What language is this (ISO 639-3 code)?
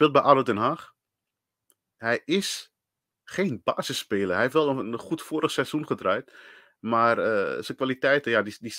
nld